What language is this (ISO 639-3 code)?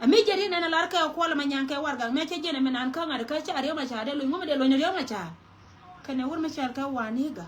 nus